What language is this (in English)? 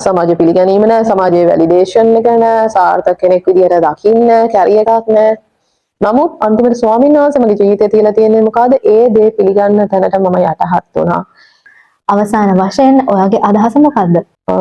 Sinhala